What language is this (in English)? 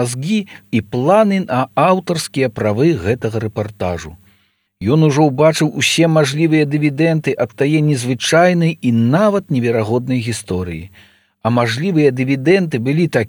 Belarusian